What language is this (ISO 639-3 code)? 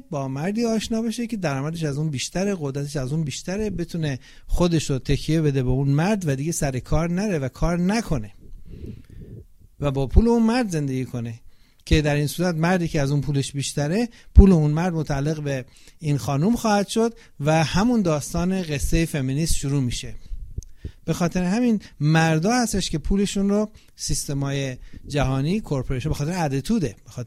fas